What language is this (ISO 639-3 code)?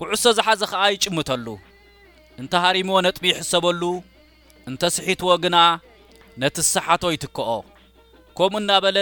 tir